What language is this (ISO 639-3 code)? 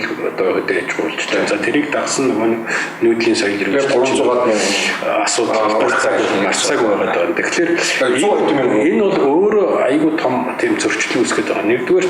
mon